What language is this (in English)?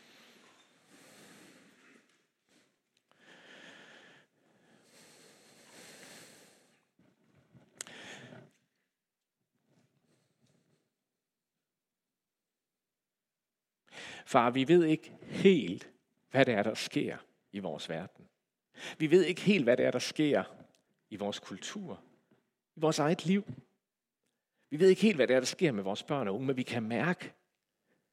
Danish